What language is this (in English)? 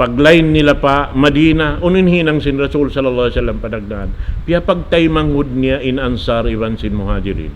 Tausug